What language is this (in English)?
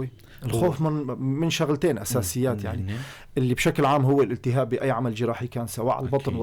North Levantine Arabic